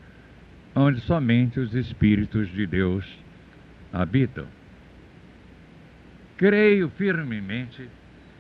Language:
Portuguese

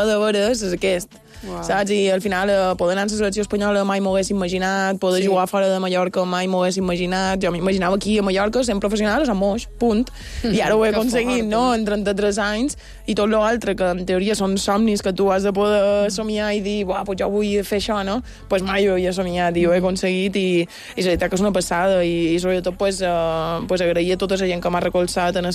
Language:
Catalan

